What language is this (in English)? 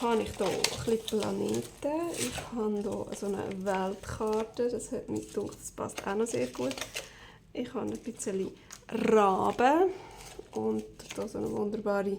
Swiss German